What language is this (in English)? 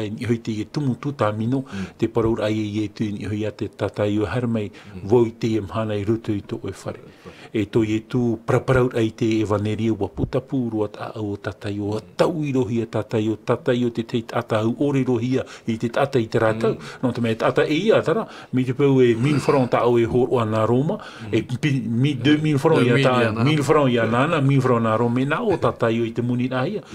Tahitian